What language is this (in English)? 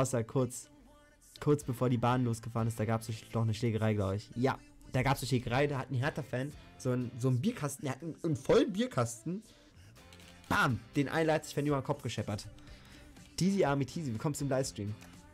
German